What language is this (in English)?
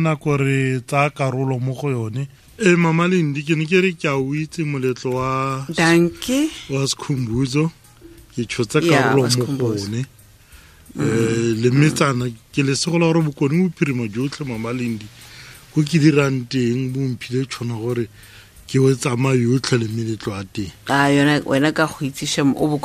Tswana